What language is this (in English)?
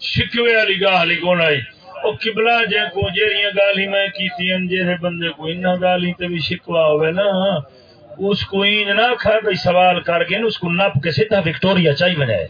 Saraiki